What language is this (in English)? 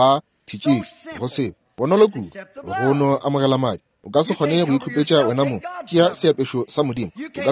Northern Sotho